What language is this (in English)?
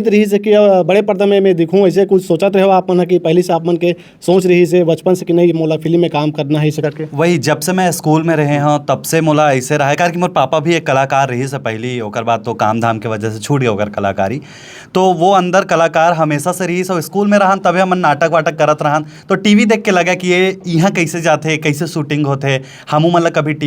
Chhattisgarhi